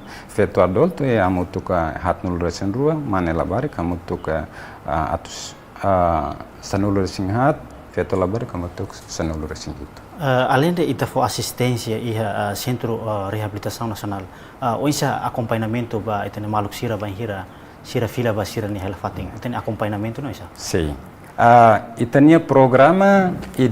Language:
Tetum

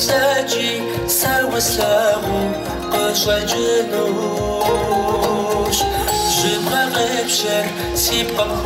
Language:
Kabardian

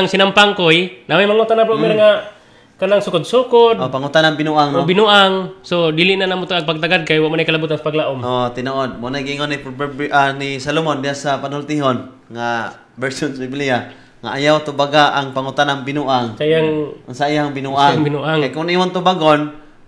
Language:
Cebuano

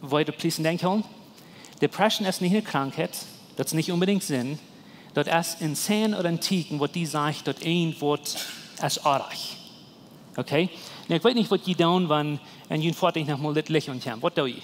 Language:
Plautdietsch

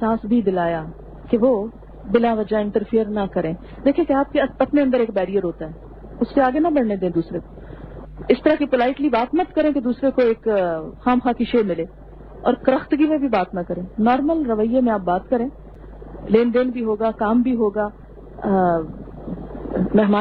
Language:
Urdu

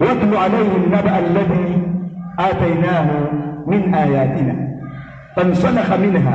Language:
Maranao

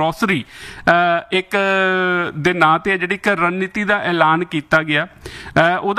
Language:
Punjabi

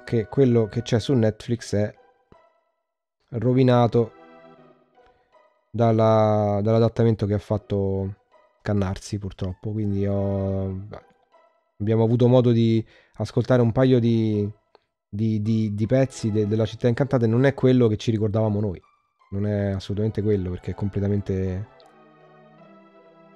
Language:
Italian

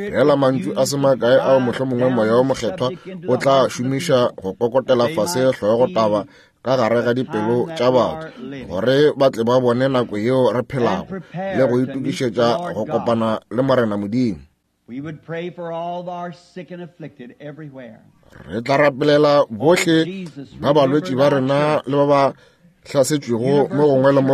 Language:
Northern Sotho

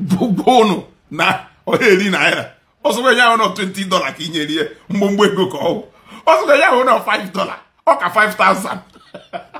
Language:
Igbo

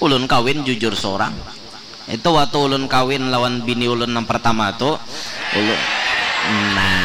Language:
Banjar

